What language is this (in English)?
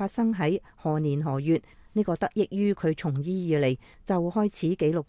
Cantonese